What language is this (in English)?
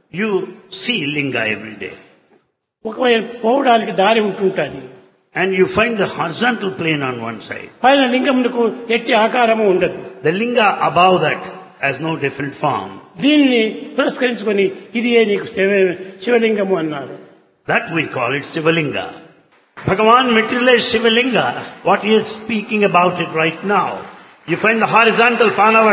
Telugu